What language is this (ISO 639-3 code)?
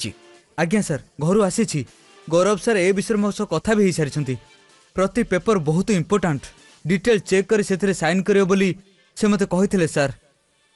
ori